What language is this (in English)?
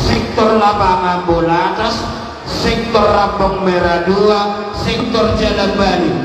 Batak Toba